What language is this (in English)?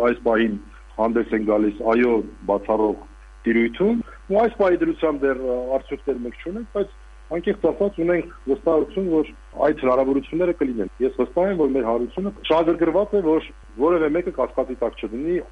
Armenian